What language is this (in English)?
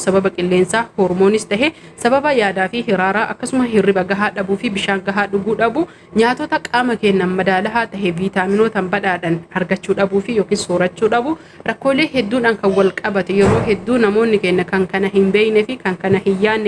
Oromo